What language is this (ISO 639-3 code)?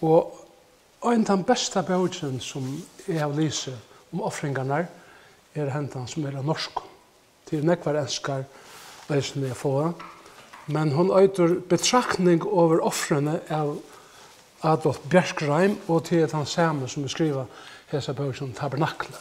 fao